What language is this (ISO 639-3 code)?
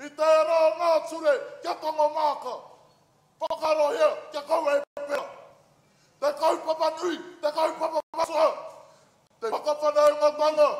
mri